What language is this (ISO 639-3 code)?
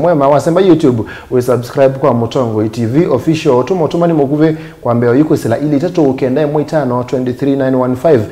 kam